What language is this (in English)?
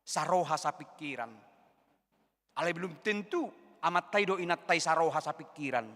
Batak Toba